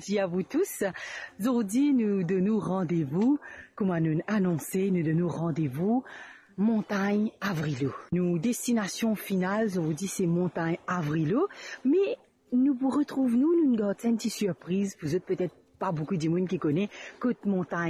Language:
Morisyen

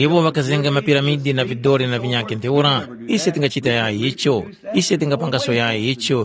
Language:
Tumbuka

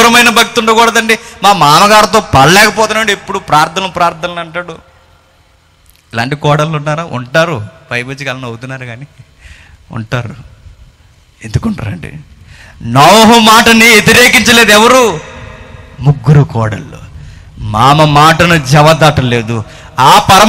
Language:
Telugu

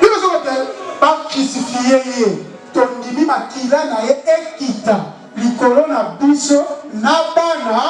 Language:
Lingala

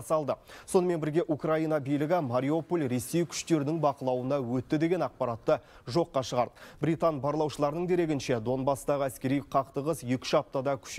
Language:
Kazakh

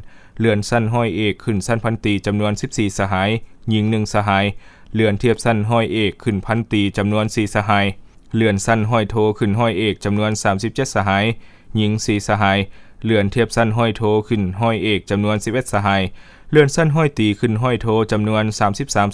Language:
Lao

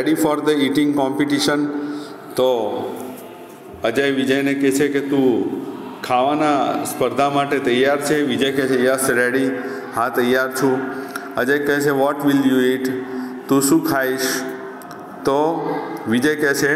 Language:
Gujarati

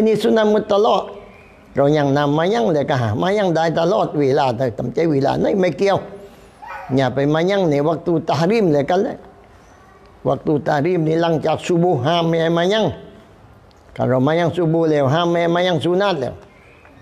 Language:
Thai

